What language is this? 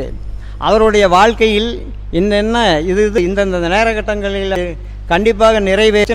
Tamil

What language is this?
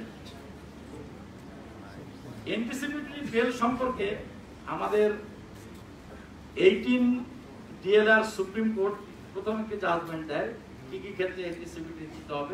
Bangla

